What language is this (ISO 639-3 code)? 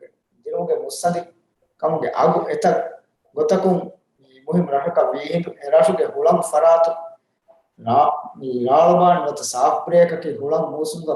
div